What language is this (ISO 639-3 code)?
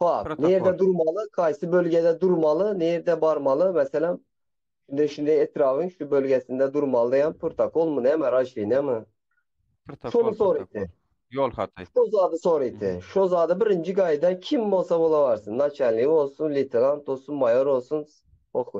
tuk